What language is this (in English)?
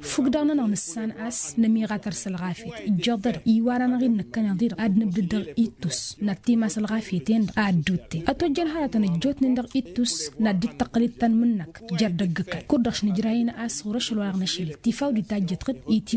Tamasheq